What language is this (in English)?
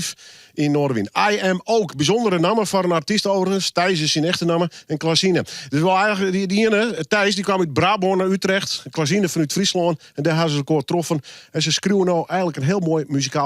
Western Frisian